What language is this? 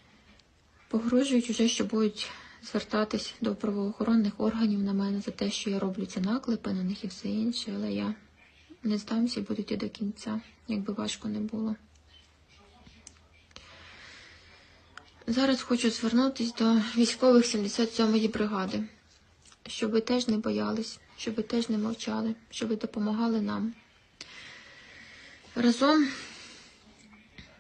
Ukrainian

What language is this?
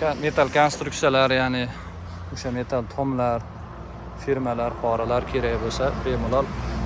Uzbek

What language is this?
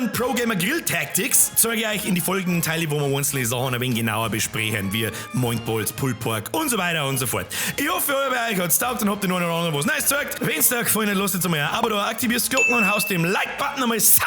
Bavarian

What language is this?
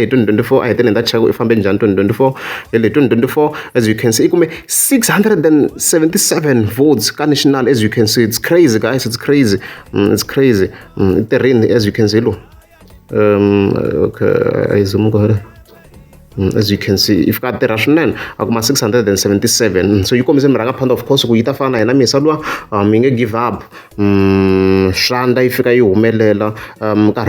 Tsonga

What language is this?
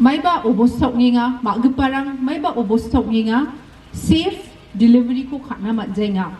Garo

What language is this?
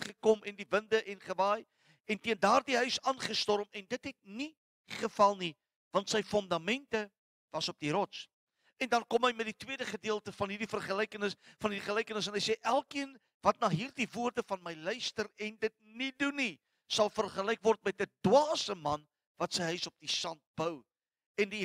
Afrikaans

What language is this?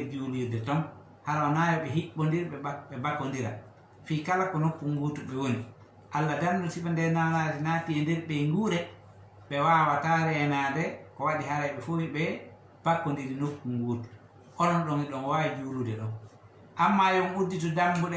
Fula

